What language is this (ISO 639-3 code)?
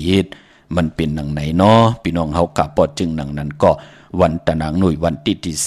shn